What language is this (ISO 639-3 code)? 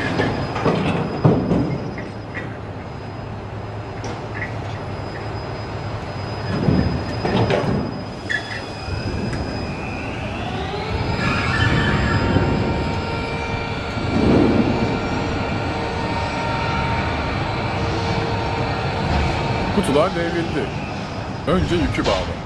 tur